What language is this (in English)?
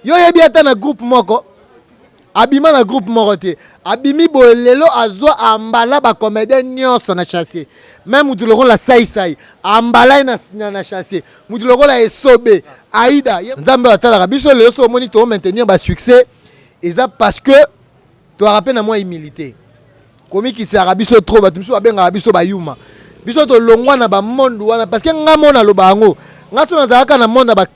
Lingala